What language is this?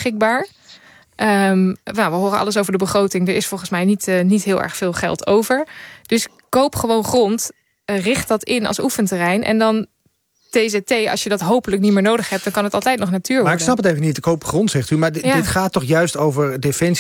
Dutch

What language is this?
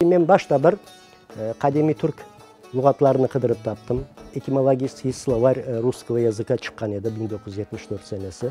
Crimean Tatar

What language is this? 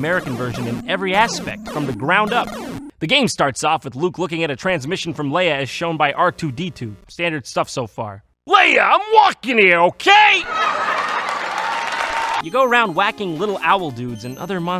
English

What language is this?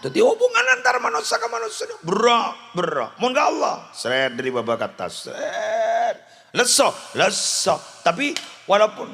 Madurese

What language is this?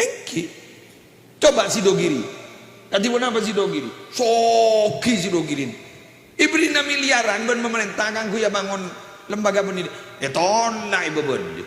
Madurese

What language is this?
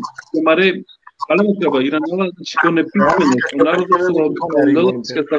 Balkan Romani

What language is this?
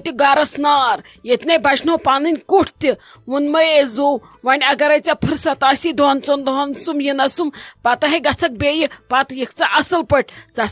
Kashmiri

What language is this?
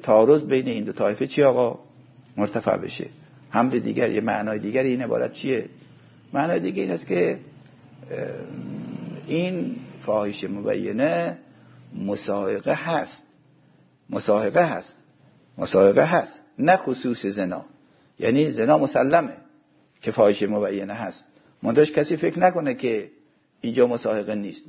Persian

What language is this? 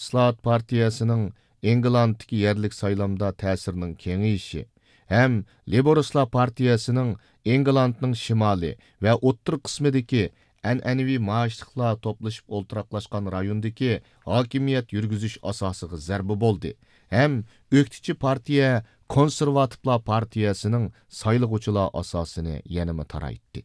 Uyghur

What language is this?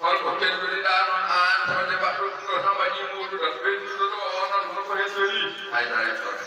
Fula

